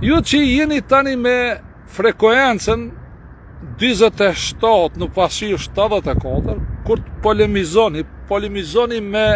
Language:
Albanian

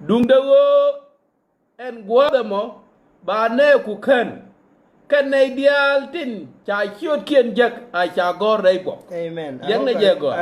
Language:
Nuer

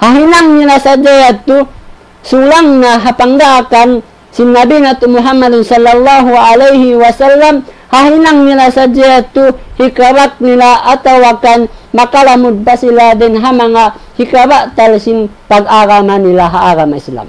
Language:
Tausug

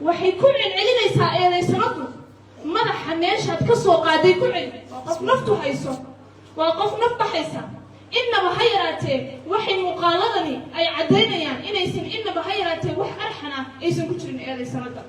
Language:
Somali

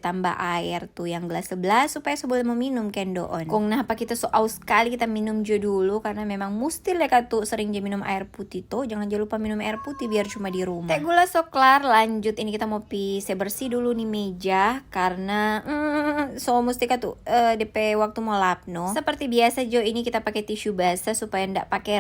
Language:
Manado Malay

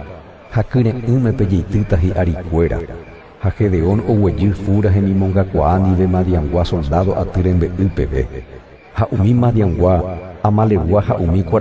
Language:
Guarani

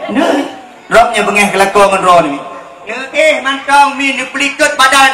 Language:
Achinese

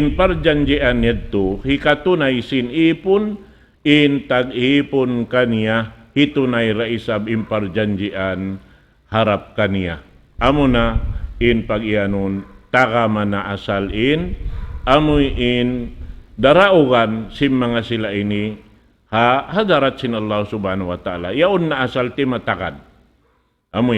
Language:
Tausug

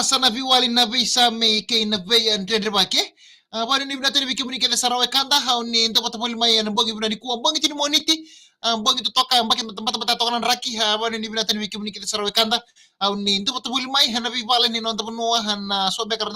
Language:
Fijian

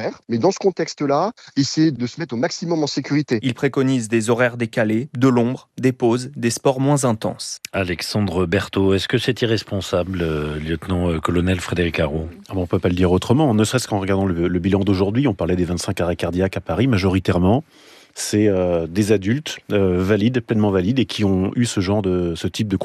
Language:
French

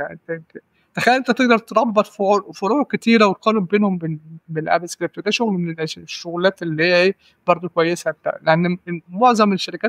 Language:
Egyptian Arabic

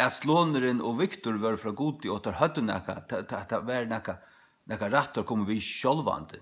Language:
Faroese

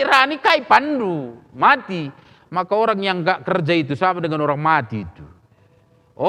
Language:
Batak Karo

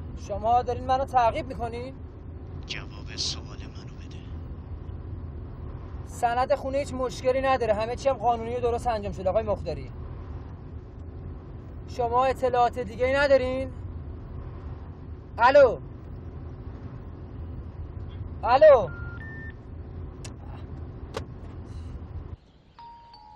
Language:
Persian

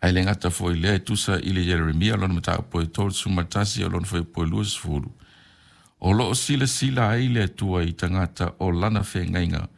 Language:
Samoan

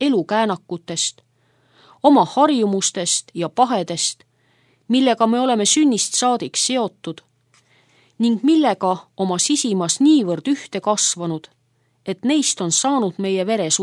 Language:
Estonian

